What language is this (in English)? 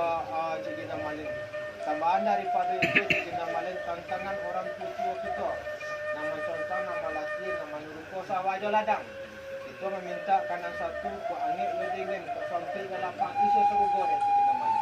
Minangkabau